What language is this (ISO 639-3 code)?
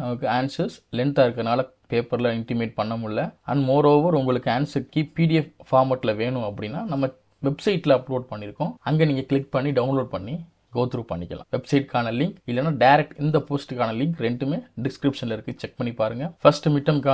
tam